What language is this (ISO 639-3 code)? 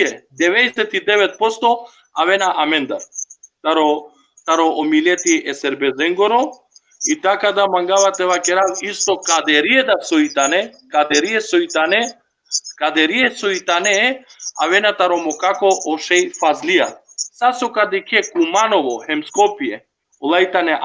rmn